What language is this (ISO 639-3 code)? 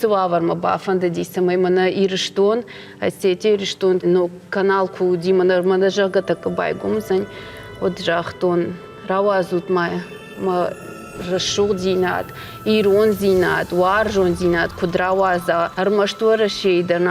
oss